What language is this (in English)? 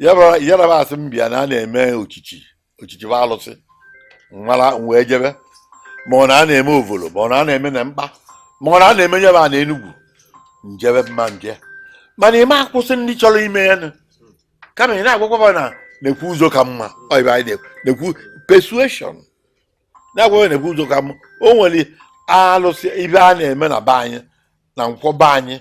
Igbo